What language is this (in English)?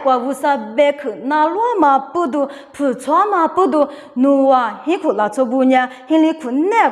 Lisu